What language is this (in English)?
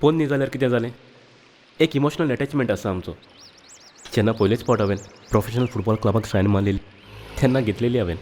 Konkani